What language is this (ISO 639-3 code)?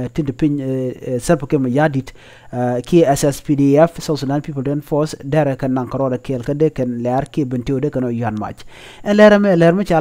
nus